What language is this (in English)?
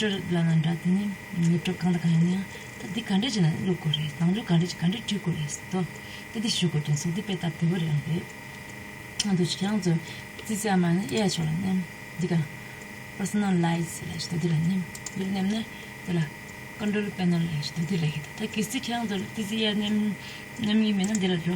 Tibetan